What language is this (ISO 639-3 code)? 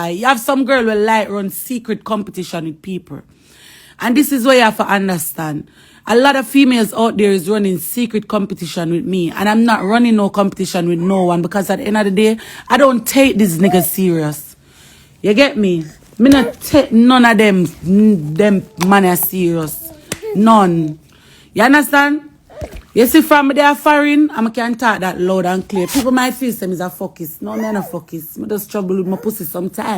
jam